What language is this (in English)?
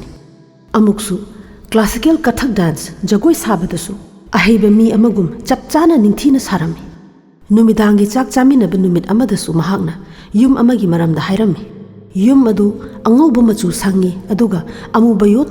Manipuri